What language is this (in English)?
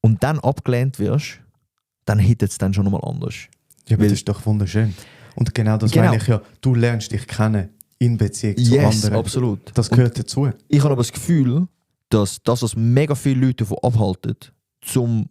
Swiss German